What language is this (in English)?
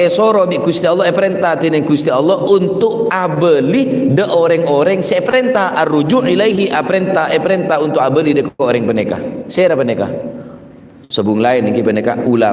Madurese